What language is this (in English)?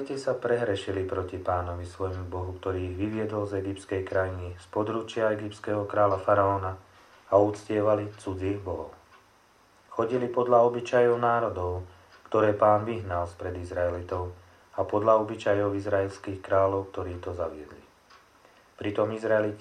Slovak